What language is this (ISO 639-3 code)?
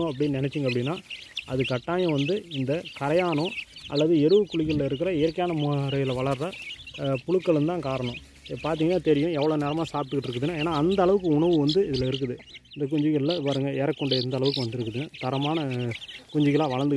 tam